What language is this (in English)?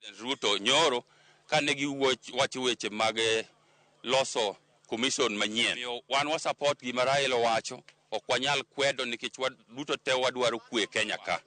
Luo (Kenya and Tanzania)